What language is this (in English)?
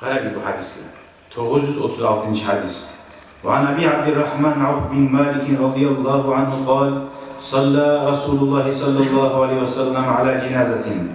Kumyk